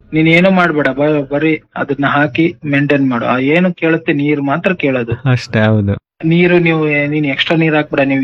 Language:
Kannada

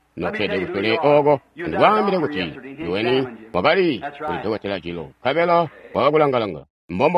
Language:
Tonga (Zambia)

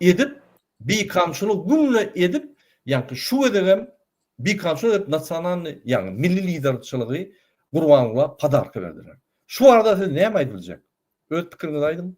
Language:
Turkmen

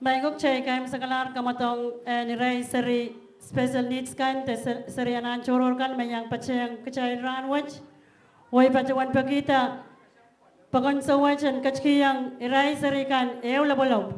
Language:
Pohnpeian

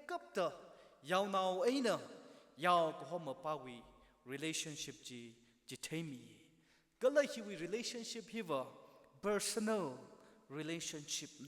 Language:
Tangkhul Naga (India)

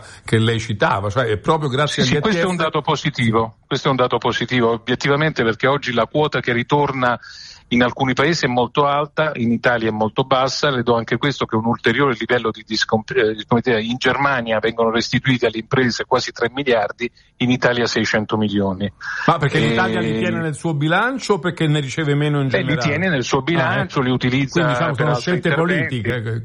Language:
Italian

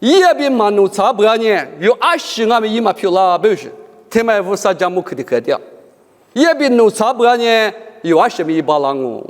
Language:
Lisu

